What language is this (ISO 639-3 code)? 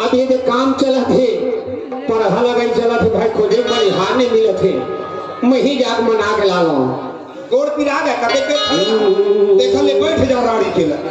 hne